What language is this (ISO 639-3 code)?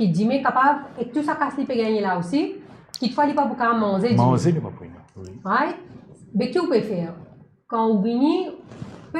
mfe